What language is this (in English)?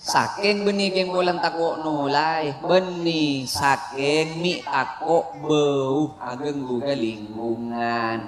Madurese